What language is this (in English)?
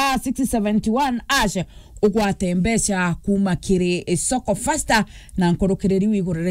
Meru